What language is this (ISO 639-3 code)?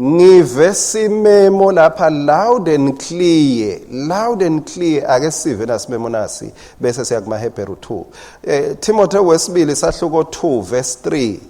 ssw